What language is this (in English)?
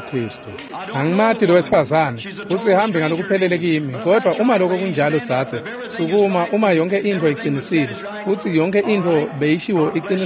Swati